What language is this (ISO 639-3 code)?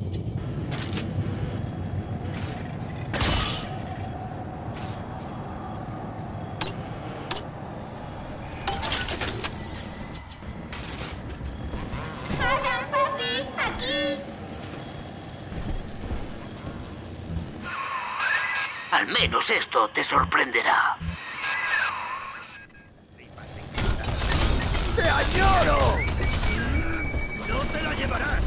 spa